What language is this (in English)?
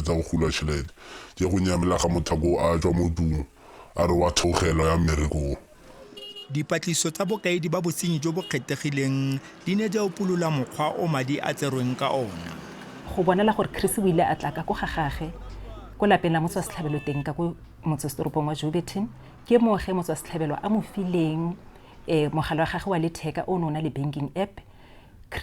Tswana